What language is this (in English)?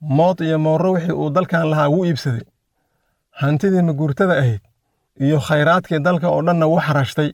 Somali